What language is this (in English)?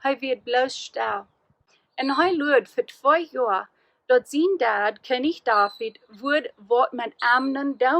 Plautdietsch